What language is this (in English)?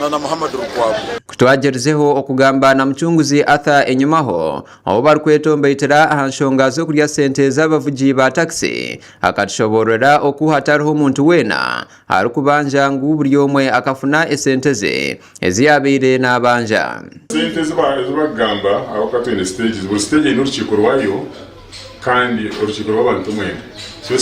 Nyankole